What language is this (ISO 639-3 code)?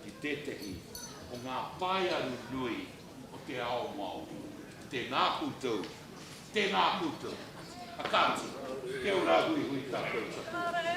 mri